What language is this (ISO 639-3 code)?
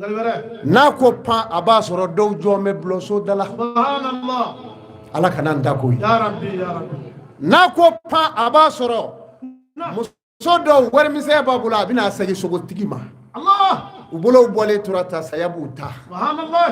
bam